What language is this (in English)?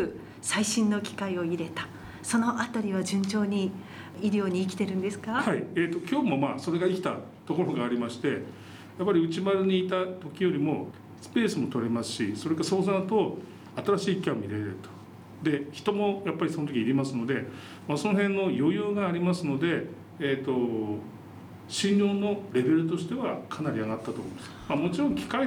Japanese